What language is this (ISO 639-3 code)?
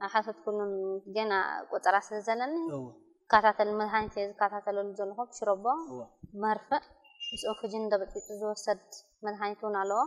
tir